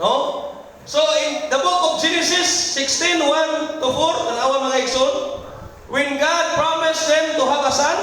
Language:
Cebuano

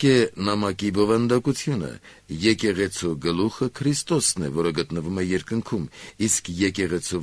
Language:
Armenian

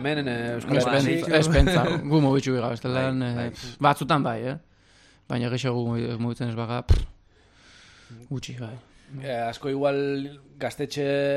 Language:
Basque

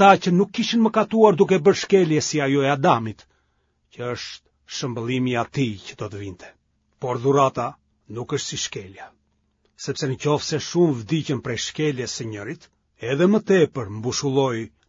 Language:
Albanian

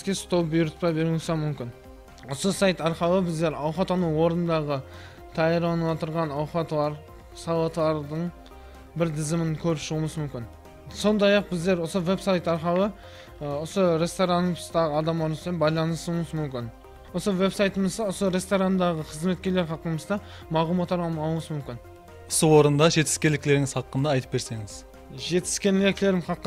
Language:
Kara-Kalpak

